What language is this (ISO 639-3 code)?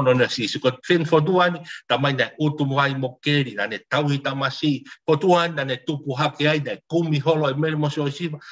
ton